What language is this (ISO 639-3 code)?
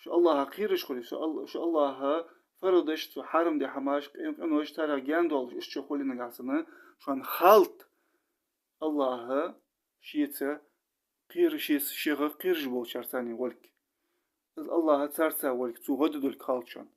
inh